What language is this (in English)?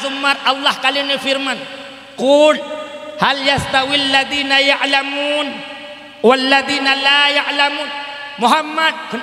Achinese